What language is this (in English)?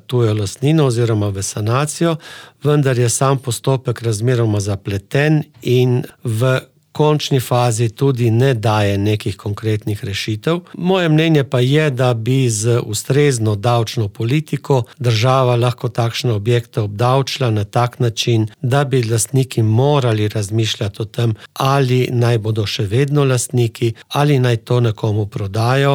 Slovenian